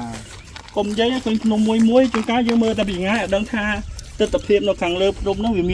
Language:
Khmer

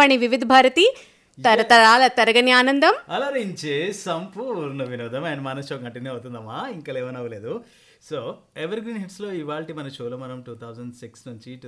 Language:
Telugu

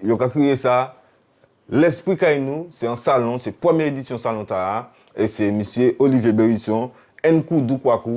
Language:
Guadeloupean Creole French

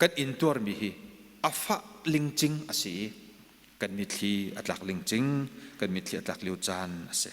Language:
Hakha Chin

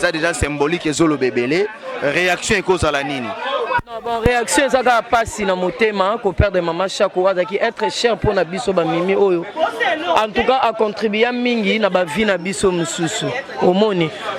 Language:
Lingala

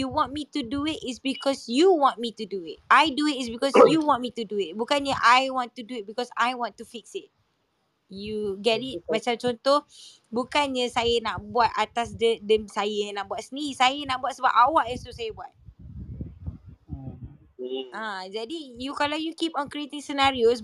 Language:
Malay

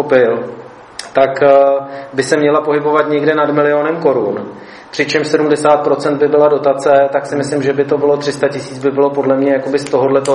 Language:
Czech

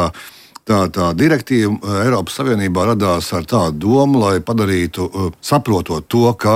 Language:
Latvian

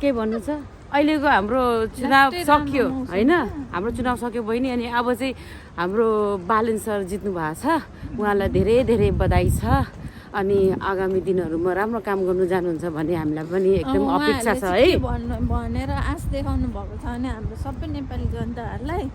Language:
Nepali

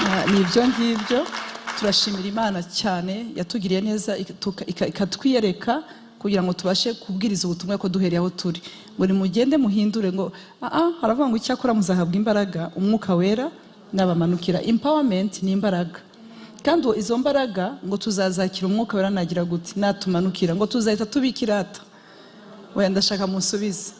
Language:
Kinyarwanda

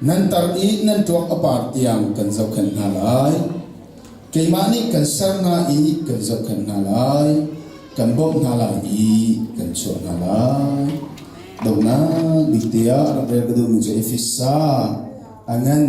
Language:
Hakha Chin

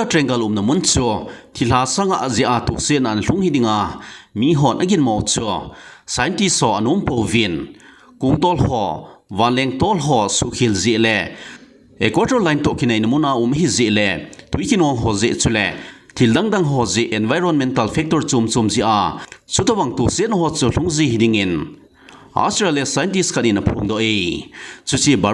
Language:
Thado Chin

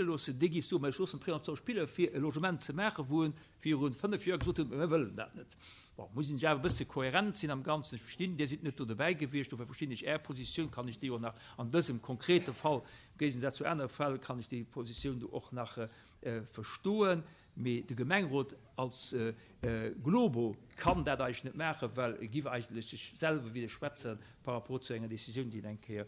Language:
Luxembourgish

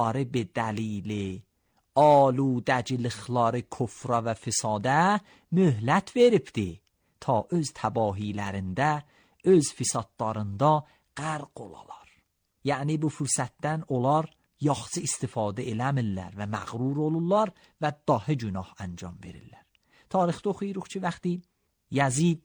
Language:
Azerbaijani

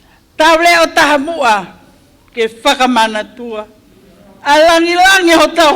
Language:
Tongan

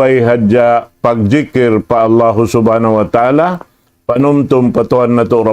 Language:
Tausug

